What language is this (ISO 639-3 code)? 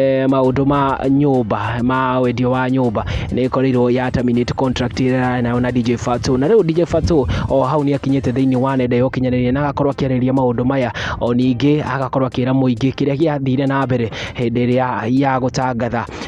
kik